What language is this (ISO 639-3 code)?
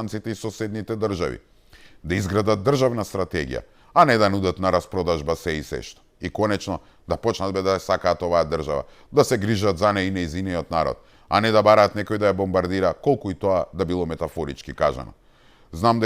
mkd